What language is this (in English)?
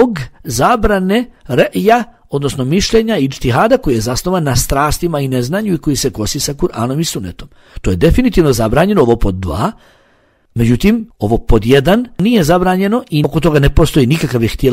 Bosnian